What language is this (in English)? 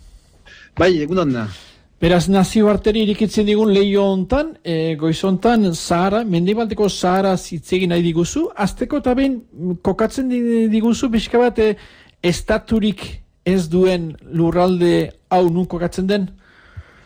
Basque